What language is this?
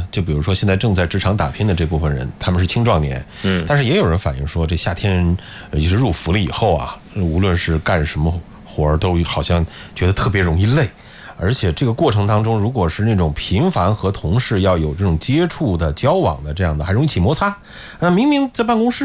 Chinese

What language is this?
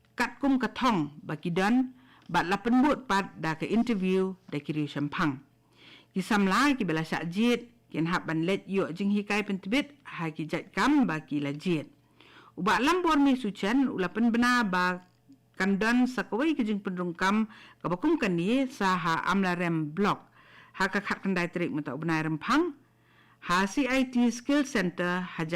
Khasi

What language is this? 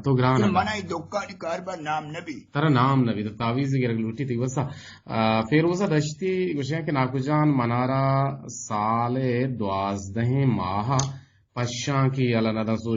Eastern Balochi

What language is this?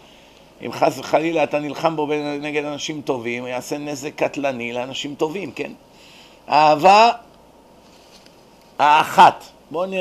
Hebrew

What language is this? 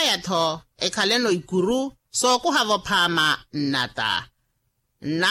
Makhuwa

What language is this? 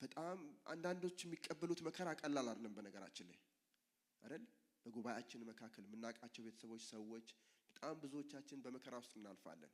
Amharic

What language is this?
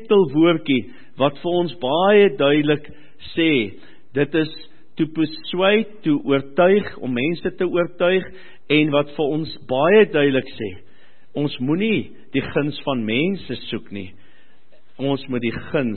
Afrikaans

